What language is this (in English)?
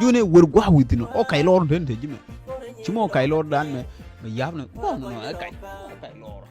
Nuer